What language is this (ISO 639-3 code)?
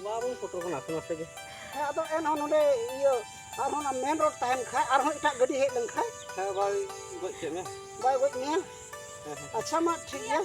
sat